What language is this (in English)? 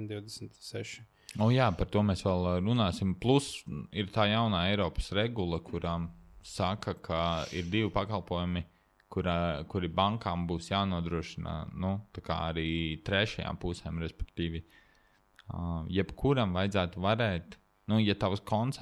Latvian